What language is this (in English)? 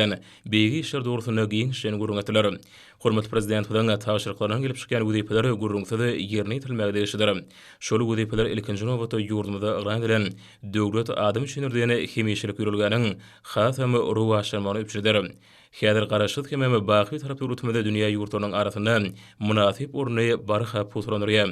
Turkmen